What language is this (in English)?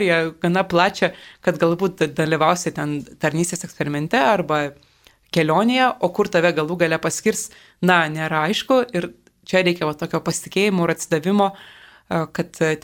Lithuanian